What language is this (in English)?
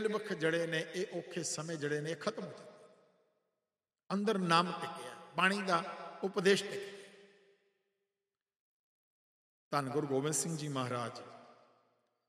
Punjabi